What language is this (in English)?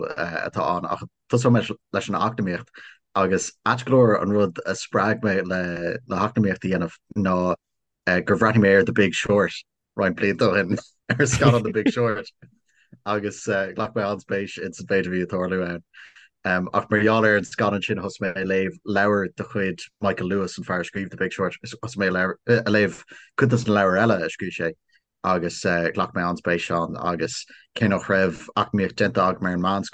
Irish